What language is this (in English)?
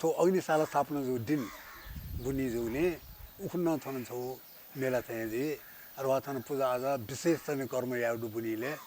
Newari